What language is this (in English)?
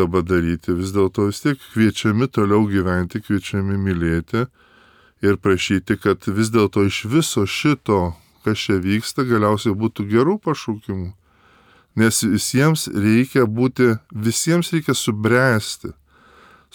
Lithuanian